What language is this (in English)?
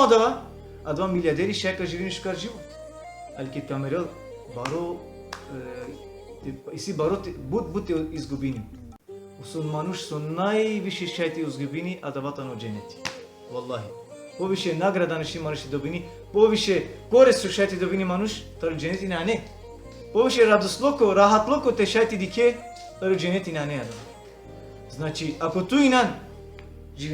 Balkan Romani